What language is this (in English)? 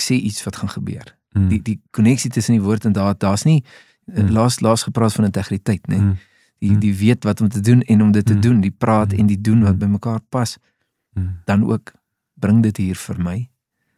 Afrikaans